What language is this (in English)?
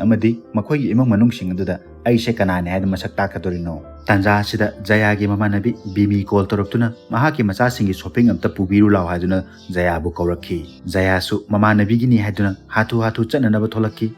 Manipuri